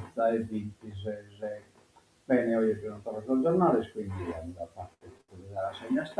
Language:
Sardinian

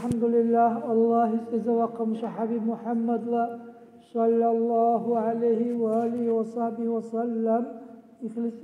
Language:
Dargwa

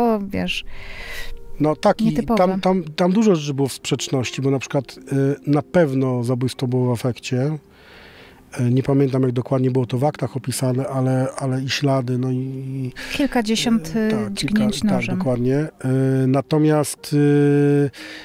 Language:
Polish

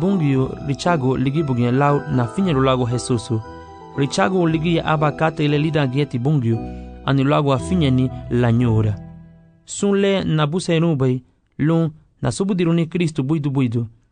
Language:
Garifuna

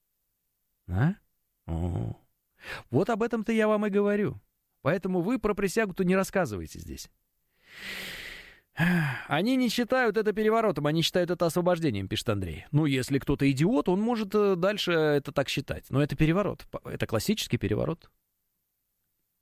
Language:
Russian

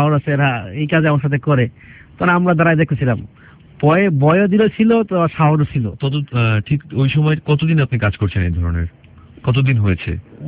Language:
Bangla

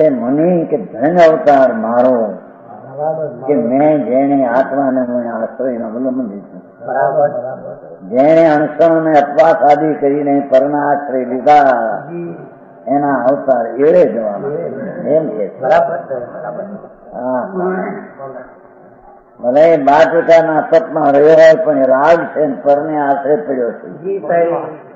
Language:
Gujarati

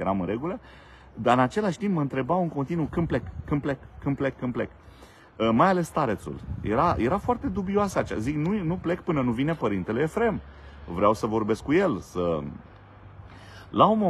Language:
Romanian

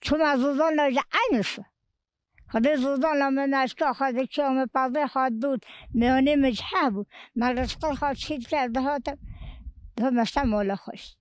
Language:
Kurdish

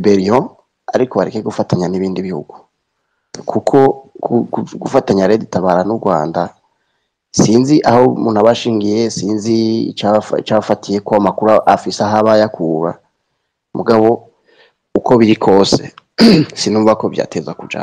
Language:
Rundi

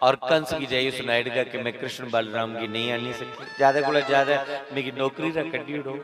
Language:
Dogri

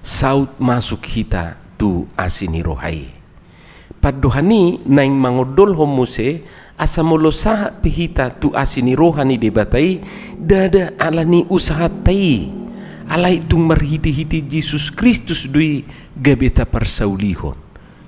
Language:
Batak Toba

